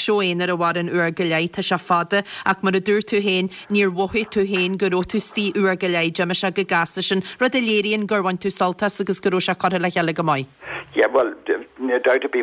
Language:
Irish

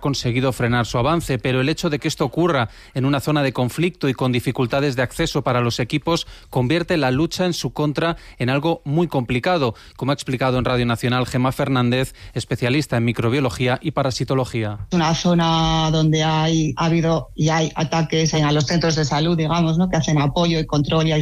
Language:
Spanish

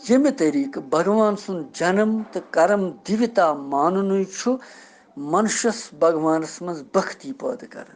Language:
Kashmiri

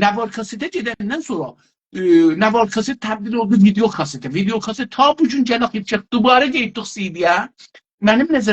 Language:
South Azerbaijani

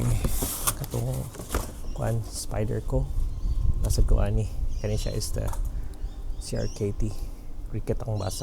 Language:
Cebuano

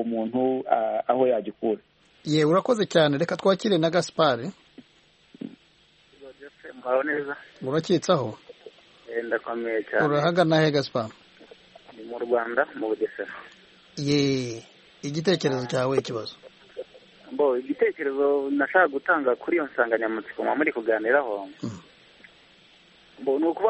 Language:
Kinyarwanda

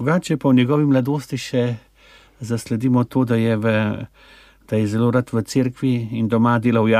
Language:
Slovenian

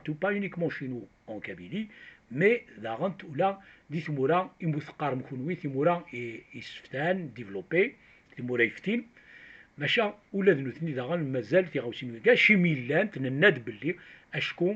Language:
Kabyle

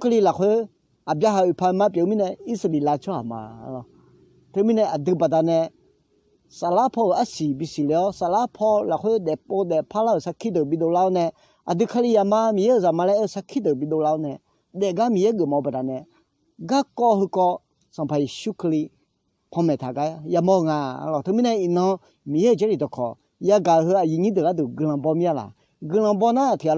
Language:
Akha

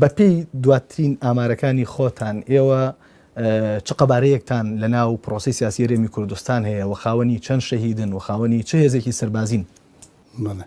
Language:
Central Kurdish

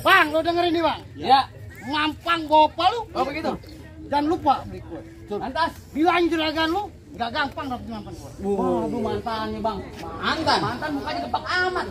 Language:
Betawi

